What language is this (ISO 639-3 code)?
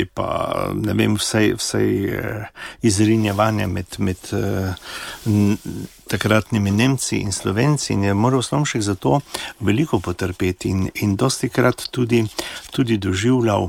slv